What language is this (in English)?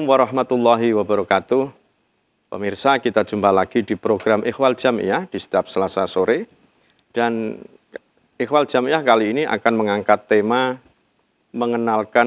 Indonesian